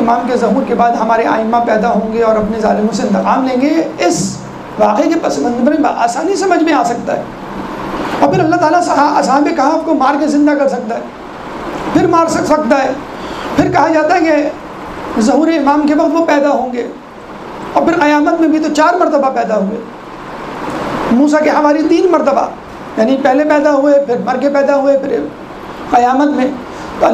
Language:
Urdu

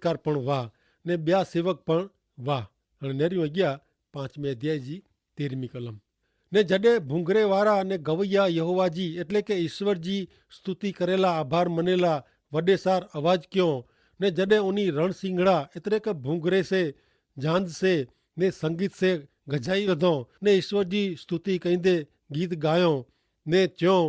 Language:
Kachhi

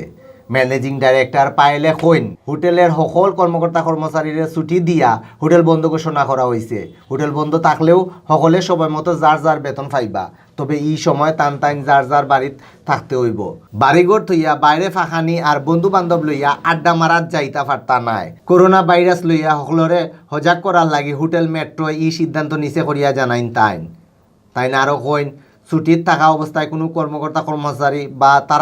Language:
Sylheti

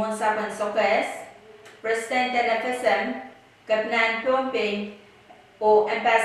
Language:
Pohnpeian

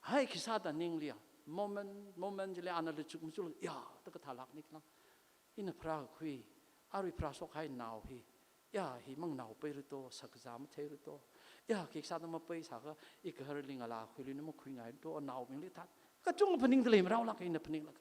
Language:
Tangkhul Naga (India)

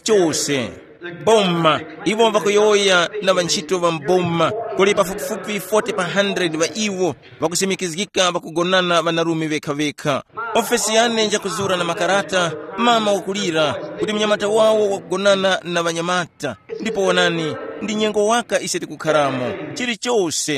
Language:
Tumbuka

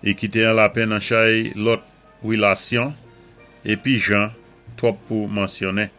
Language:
Saint Lucian Creole French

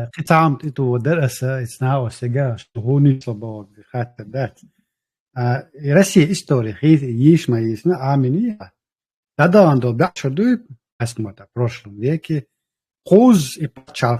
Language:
Chechen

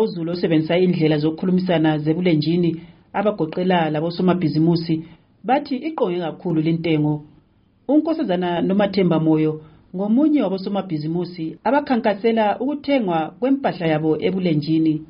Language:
North Ndebele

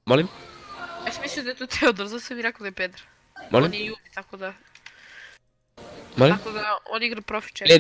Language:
Croatian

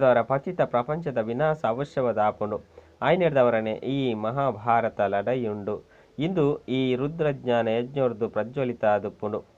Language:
Tulu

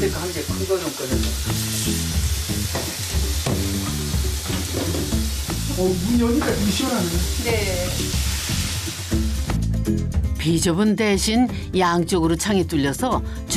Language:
Korean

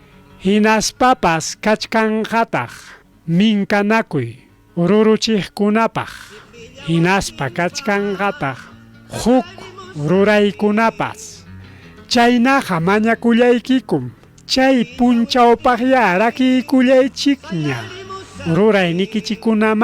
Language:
Ayacucho Quechua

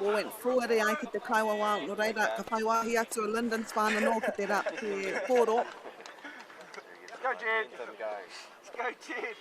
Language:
Māori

